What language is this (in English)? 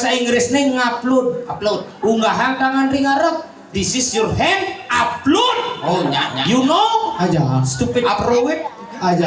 Balinese